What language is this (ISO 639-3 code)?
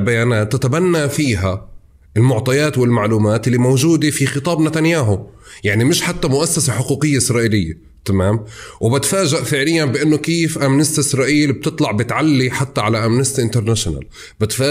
apc